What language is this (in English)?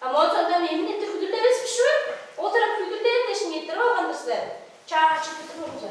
Tuvinian